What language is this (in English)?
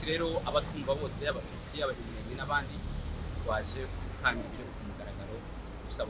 Kinyarwanda